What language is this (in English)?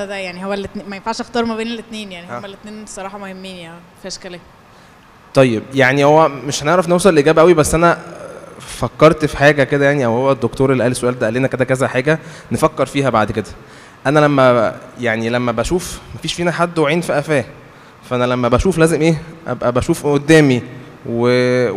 Egyptian Arabic